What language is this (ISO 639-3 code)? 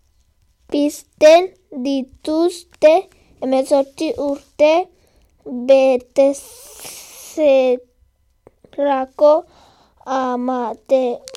eus